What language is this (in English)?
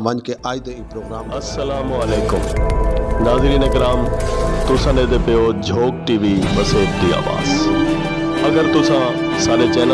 Saraiki